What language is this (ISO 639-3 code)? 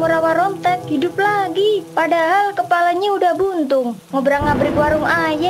bew